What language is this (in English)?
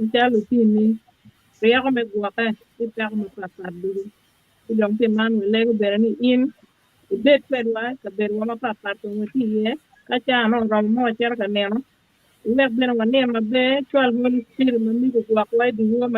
Acoli